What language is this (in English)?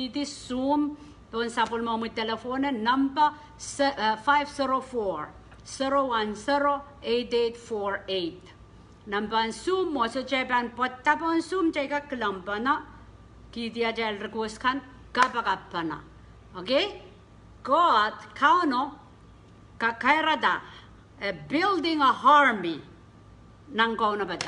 Pohnpeian